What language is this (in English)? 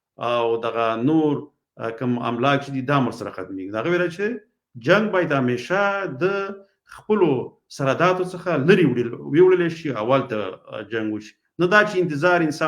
Pashto